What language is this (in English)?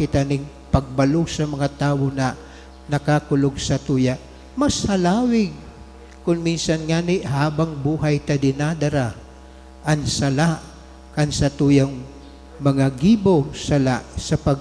Bikol